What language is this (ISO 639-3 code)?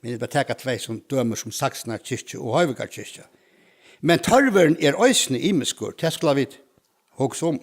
fao